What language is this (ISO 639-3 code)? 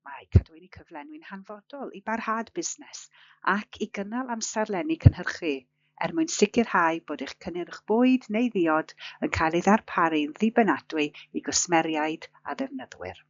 cym